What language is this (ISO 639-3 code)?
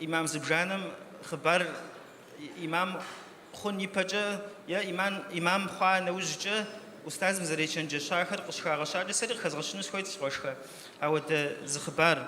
kbd